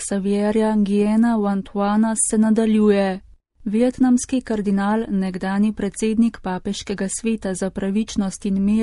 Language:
Slovenian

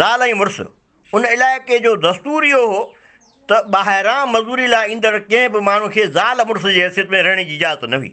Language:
Sindhi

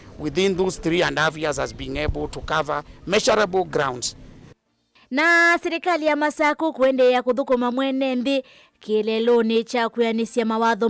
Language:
Kamba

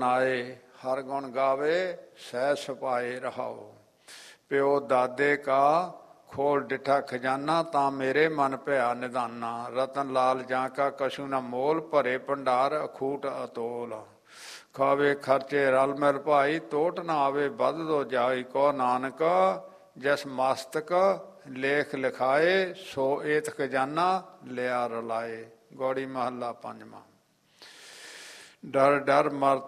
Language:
Punjabi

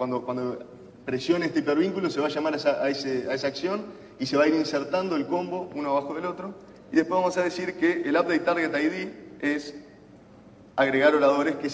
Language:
Spanish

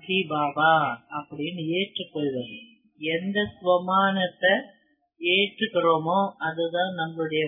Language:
Tamil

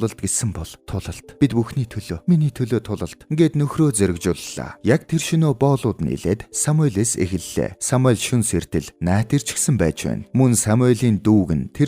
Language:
Mongolian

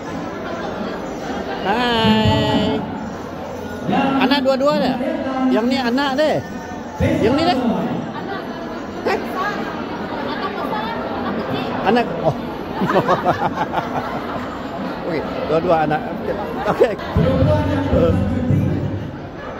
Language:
Malay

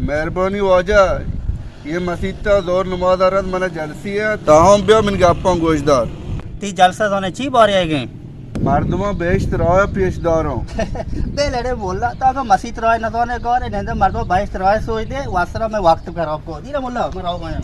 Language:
Baluchi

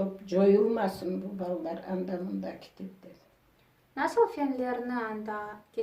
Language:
Crimean Tatar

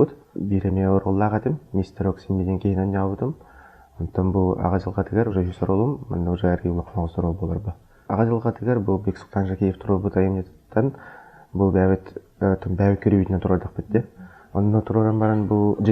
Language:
Yakut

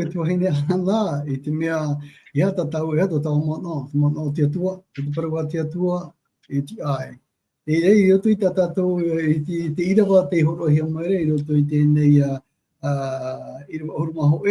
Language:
Tahitian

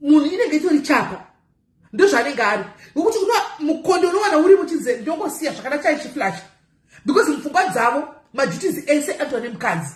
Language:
Shona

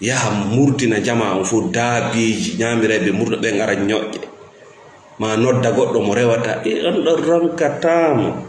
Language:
Fula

